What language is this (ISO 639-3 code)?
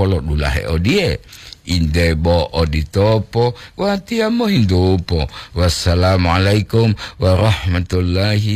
gor